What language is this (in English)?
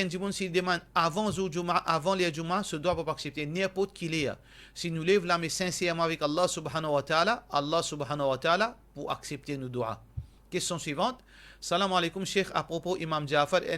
Morisyen